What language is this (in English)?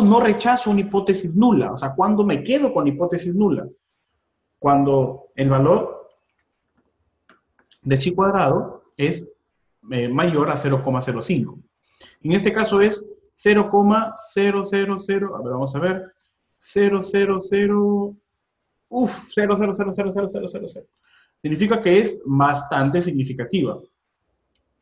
Spanish